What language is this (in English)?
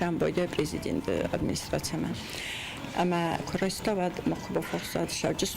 Ossetic